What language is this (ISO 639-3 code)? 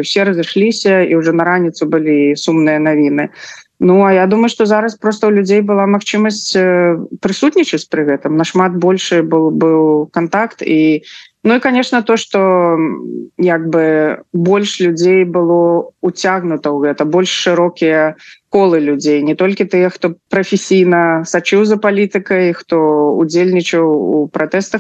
bel